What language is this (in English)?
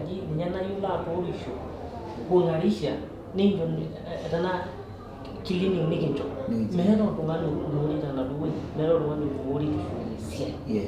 Masai